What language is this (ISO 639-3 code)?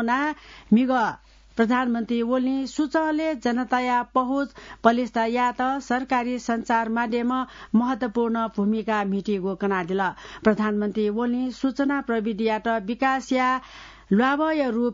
new